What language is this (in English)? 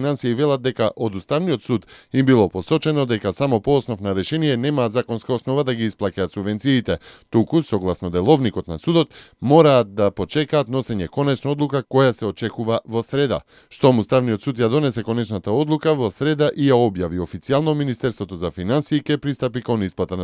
Macedonian